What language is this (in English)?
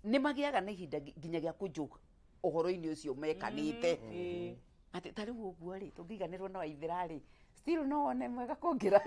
Kikuyu